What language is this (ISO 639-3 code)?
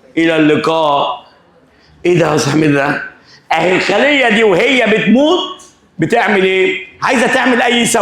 arz